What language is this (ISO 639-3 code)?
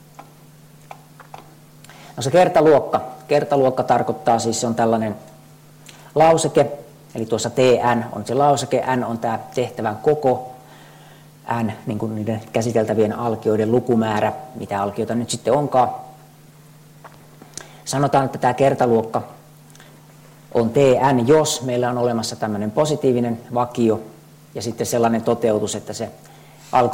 fin